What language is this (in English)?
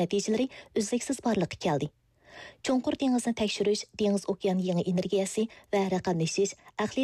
Uyghur